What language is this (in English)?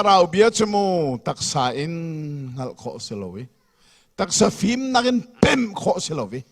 Hakha Chin